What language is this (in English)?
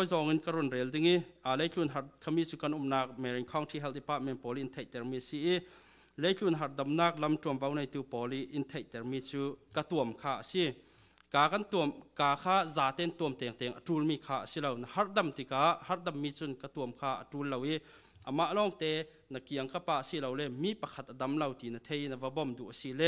Falam Chin